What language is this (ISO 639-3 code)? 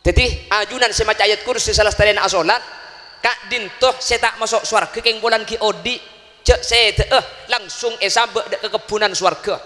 mad